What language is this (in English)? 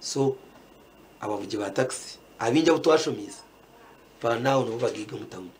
Nyankole